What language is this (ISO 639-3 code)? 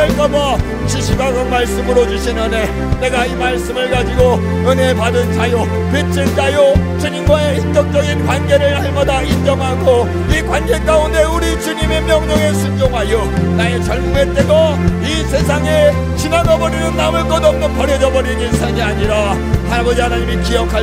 kor